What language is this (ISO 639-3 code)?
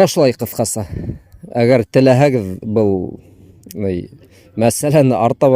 bak